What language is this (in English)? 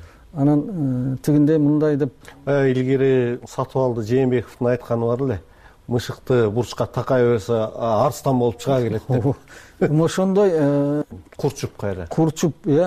Kyrgyz